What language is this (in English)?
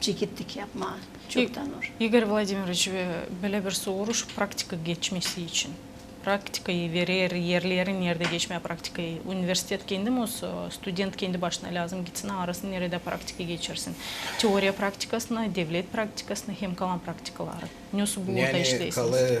Gagauz